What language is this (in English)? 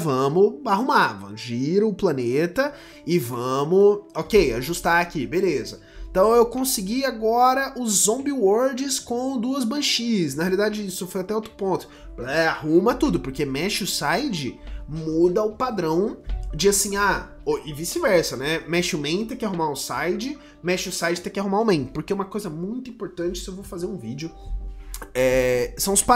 Portuguese